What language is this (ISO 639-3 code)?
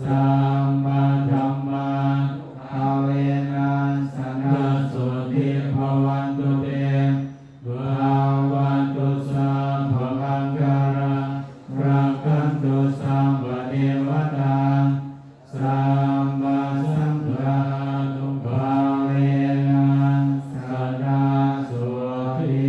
pli